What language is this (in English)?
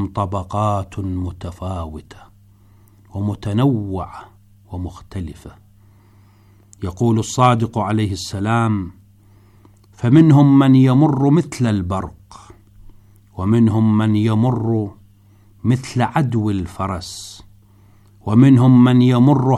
Arabic